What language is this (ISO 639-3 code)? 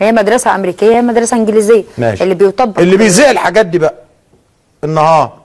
arz